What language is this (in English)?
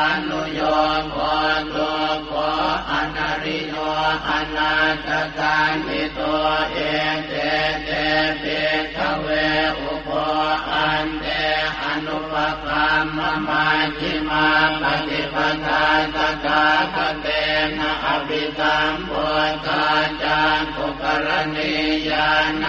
Pali